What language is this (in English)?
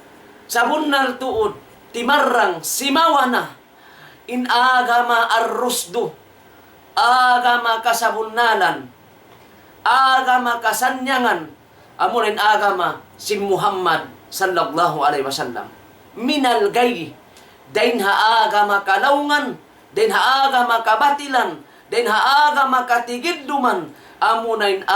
Tausug